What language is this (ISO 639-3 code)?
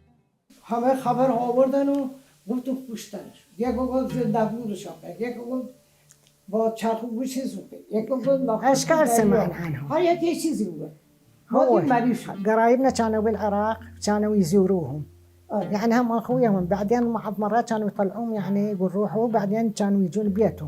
acm